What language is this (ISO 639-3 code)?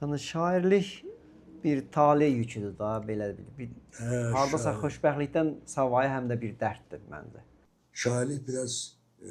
aze